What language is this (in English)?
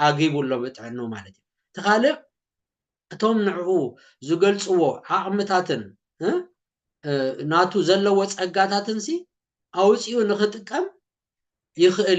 Tigrinya